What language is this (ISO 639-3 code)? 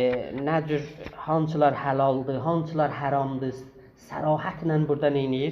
azb